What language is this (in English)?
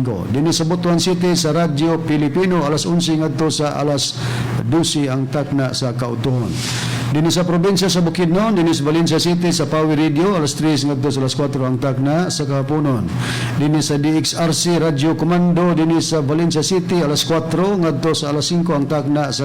Cebuano